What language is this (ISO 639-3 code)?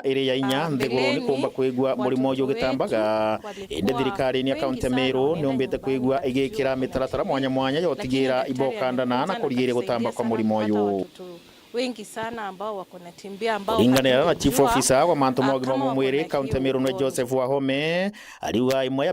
mer